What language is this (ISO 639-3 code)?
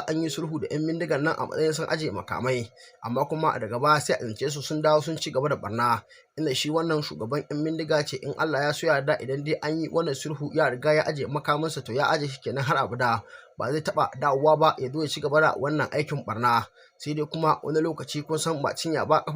hau